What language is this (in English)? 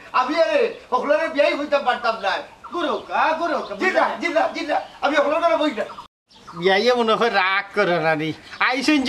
Sylheti